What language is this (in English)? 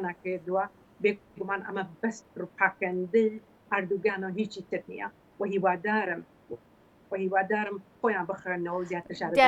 Central Kurdish